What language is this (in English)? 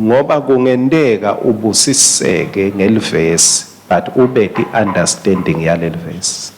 Swati